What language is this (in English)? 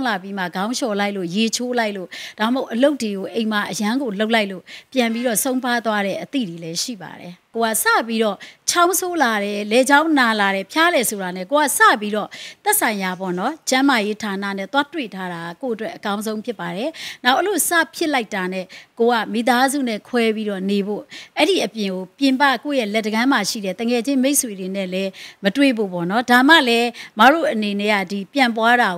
Burmese